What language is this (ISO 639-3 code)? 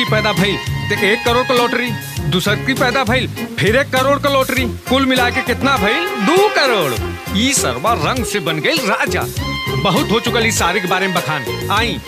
bho